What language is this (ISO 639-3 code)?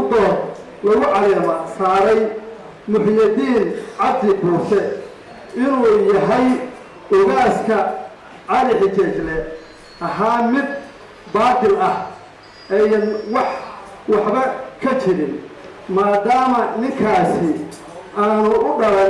som